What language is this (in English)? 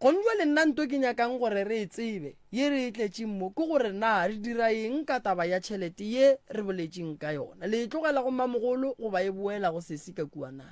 Northern Sotho